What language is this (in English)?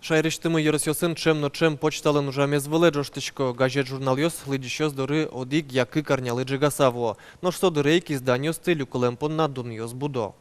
Udmurt